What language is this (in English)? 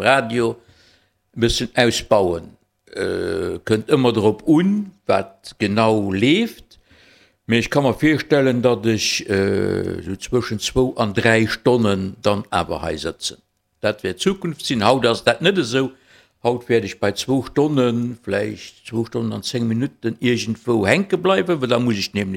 Luxembourgish